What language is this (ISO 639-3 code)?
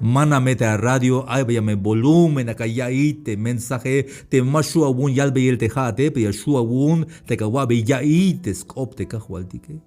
tzh